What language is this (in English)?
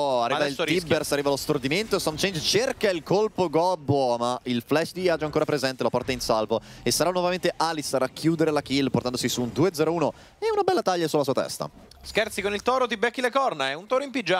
Italian